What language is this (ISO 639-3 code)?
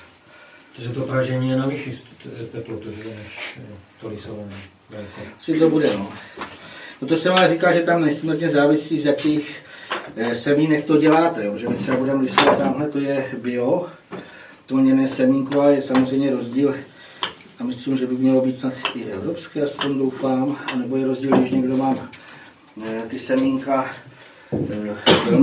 ces